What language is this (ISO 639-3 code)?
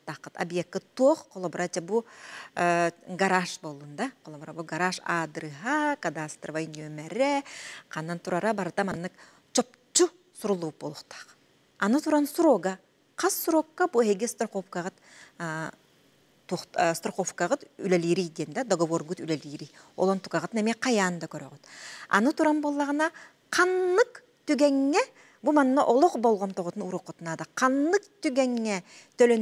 sah